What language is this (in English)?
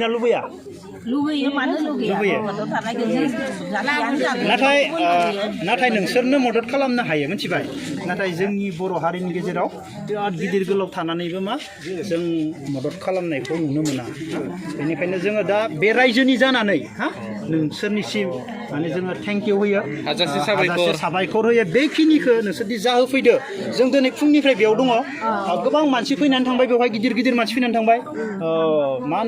Bodo